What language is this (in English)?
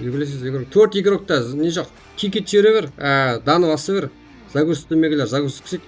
Kara-Kalpak